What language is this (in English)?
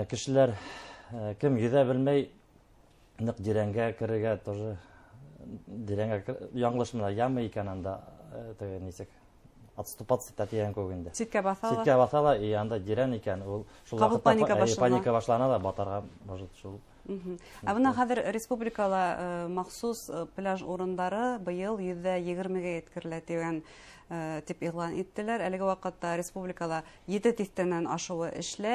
Bashkir